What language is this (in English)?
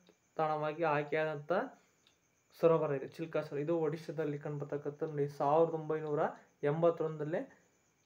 Kannada